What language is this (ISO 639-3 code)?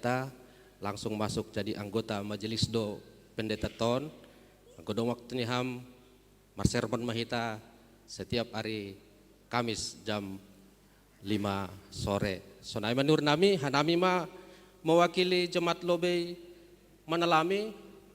bts